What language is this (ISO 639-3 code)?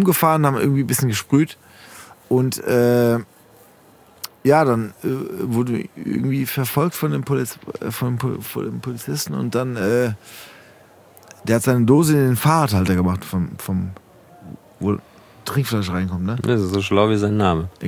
deu